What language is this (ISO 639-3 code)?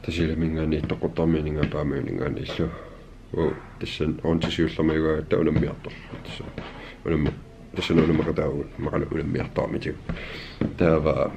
kal